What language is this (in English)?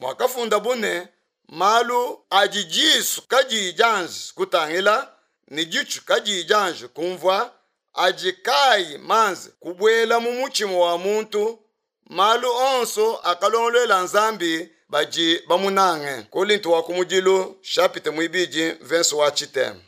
Luba-Lulua